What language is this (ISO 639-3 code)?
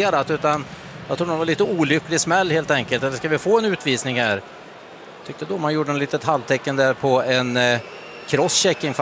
swe